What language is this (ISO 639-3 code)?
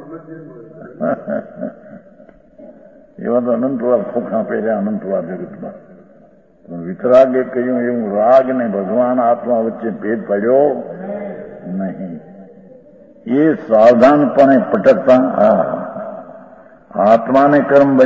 guj